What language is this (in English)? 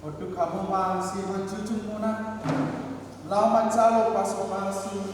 Batak Toba